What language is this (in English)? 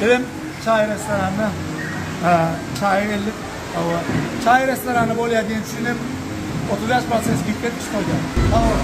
Turkmen